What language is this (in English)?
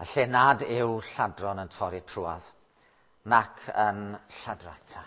Welsh